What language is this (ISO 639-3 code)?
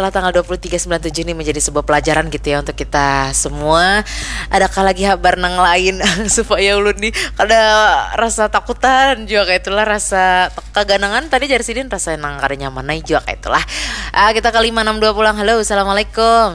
bjn